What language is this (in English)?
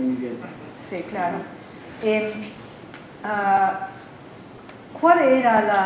Spanish